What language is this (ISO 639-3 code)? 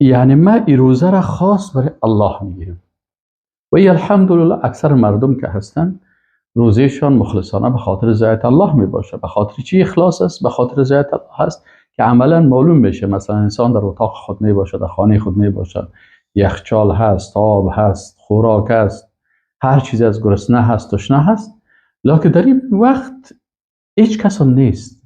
fas